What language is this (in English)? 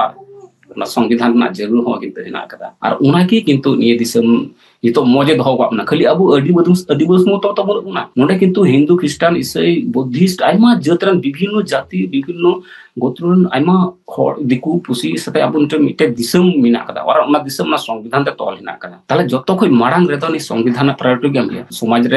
Santali